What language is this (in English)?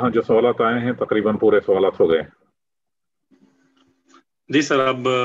Urdu